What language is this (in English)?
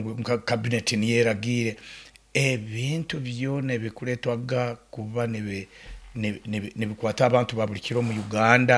Nyoro